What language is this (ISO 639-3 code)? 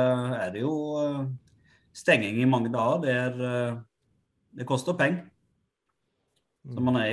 nor